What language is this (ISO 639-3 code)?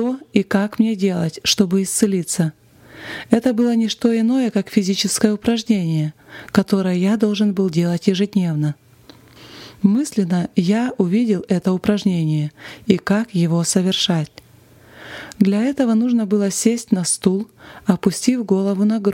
rus